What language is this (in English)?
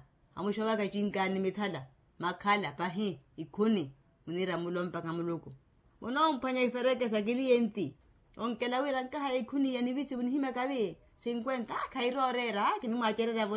Makhuwa